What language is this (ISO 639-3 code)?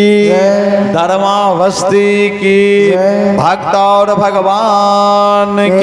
mai